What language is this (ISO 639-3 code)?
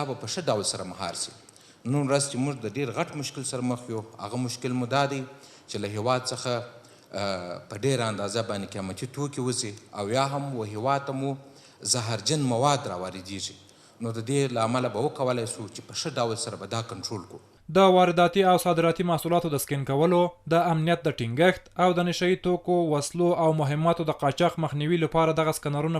pus